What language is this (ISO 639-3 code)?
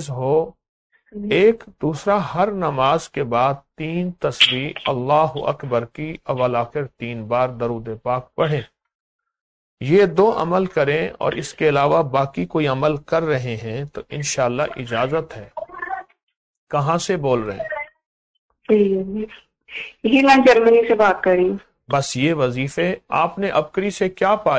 urd